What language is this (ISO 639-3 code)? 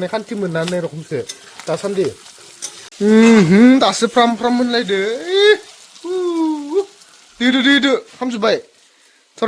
brx